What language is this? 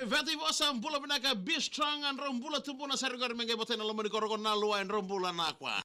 Fijian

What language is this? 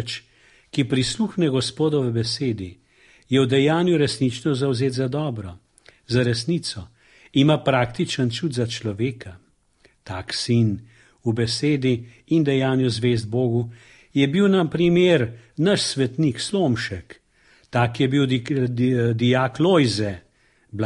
Slovenian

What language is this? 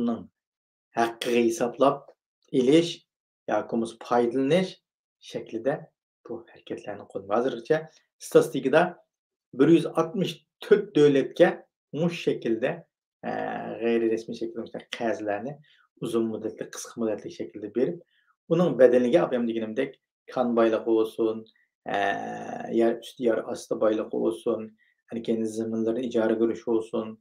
Uyghur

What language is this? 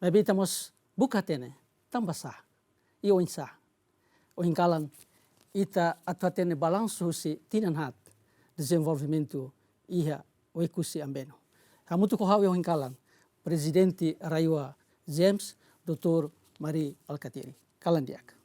Tetum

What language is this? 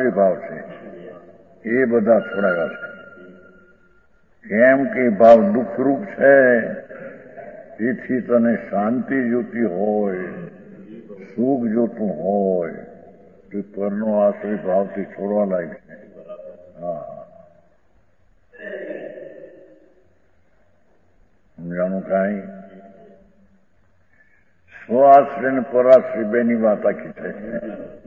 Gujarati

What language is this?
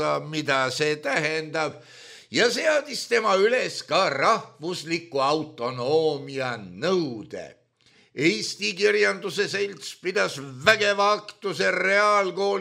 Estonian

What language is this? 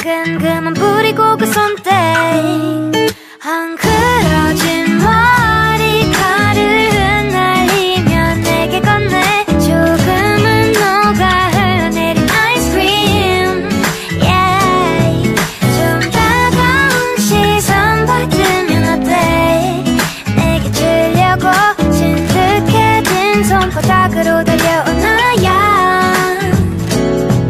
Korean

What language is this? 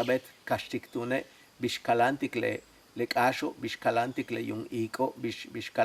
Yucateco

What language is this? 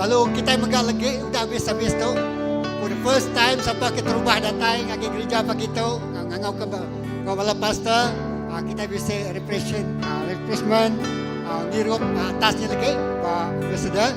Iban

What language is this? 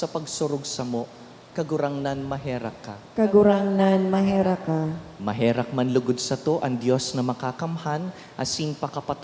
Bikol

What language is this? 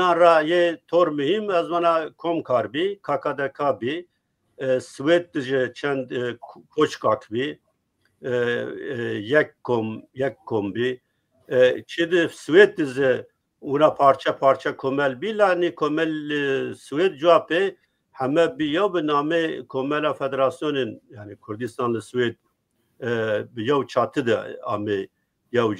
Zaza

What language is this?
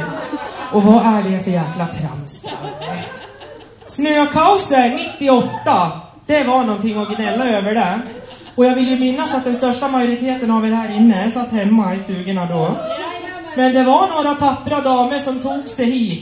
Swedish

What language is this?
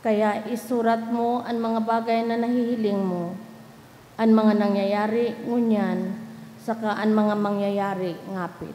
Bikol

